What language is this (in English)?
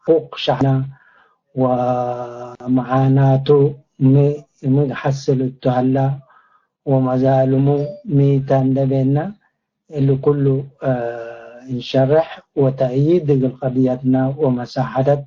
Tigre